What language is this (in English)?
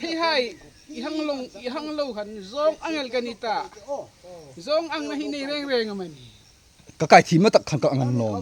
Hmar